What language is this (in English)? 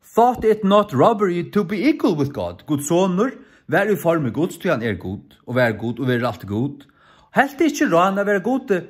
Faroese